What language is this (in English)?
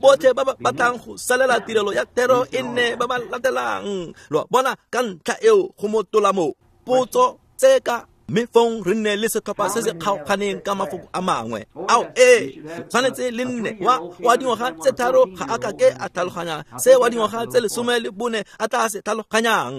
Tswana